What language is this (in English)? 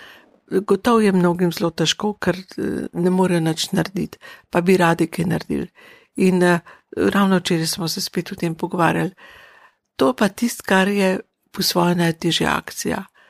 Slovenian